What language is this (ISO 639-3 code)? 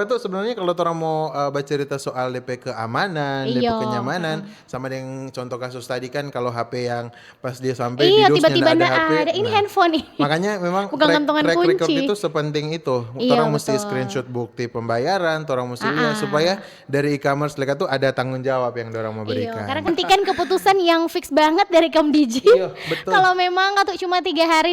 xmm